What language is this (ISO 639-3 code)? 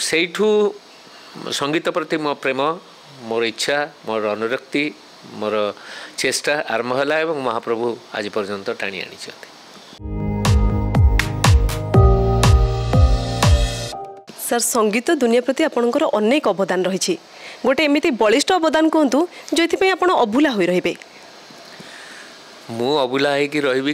ori